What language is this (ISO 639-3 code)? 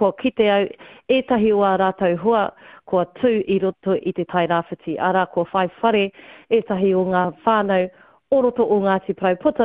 mri